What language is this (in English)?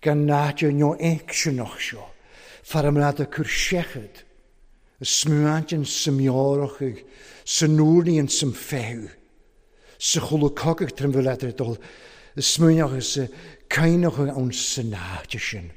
Welsh